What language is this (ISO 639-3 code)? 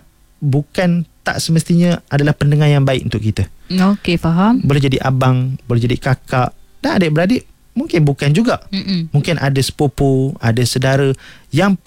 msa